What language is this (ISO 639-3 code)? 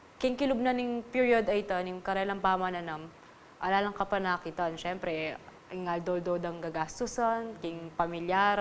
pam